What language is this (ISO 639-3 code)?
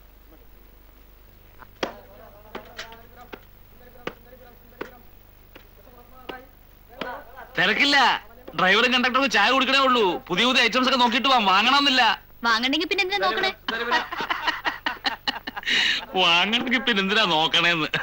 mal